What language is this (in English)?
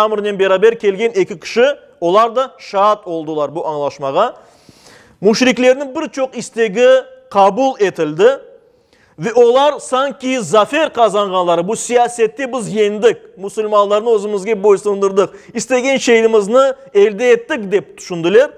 Crimean Tatar